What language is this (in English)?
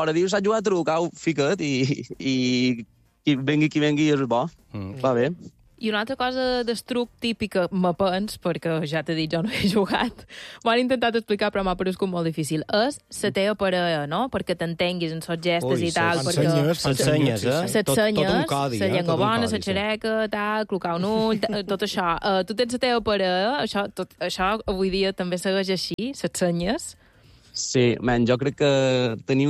Catalan